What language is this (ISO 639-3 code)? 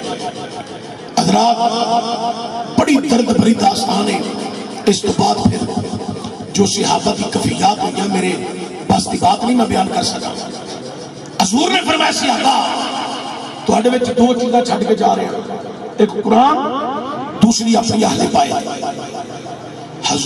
urd